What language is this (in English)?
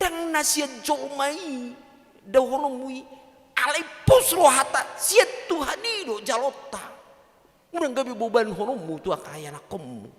Batak Toba